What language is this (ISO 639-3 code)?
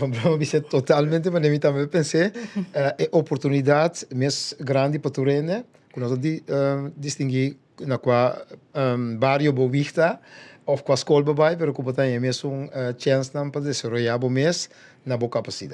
pap